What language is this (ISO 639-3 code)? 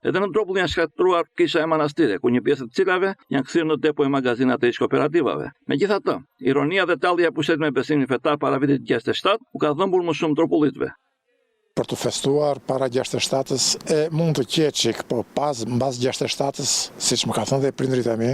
sqi